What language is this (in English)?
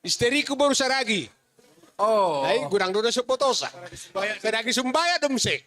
Batak Simalungun